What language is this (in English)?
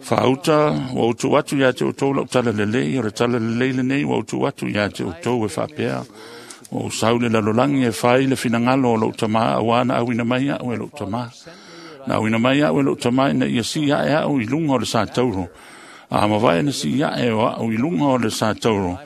Samoan